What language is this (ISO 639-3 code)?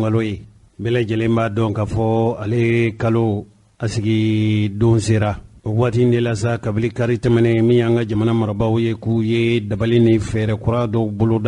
bam